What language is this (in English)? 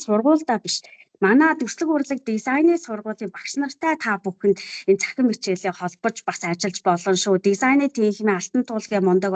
Mongolian